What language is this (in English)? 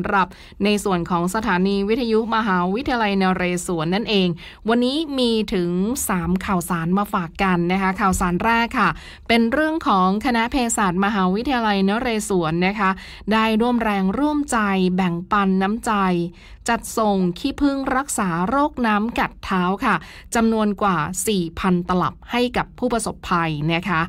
Thai